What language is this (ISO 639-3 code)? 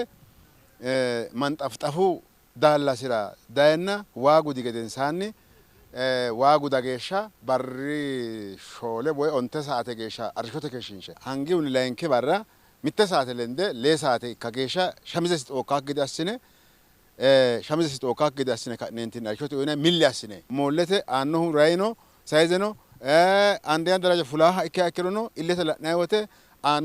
sid